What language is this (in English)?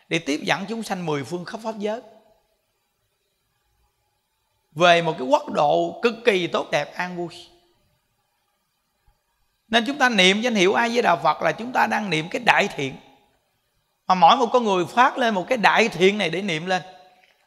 Vietnamese